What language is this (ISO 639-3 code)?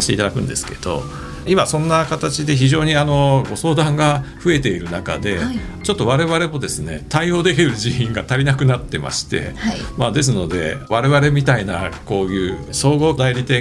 jpn